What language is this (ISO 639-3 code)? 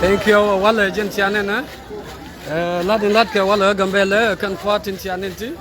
nus